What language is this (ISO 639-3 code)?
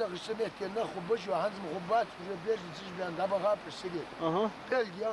inh